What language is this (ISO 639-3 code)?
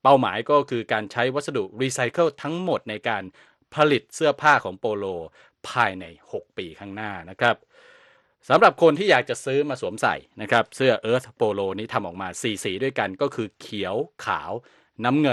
tha